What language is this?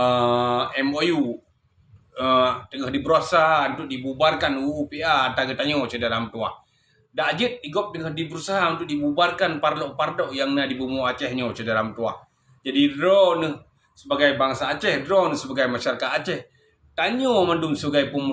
Achinese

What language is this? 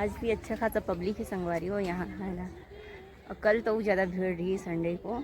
Chhattisgarhi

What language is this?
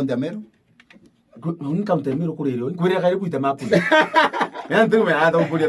Meru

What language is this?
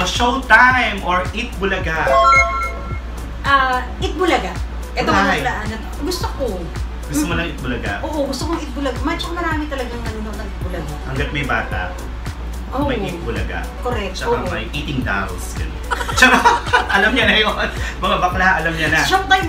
Filipino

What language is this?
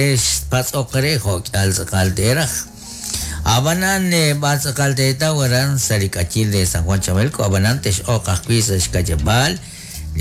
Kekchí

